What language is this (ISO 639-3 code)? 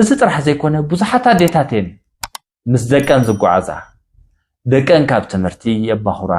tir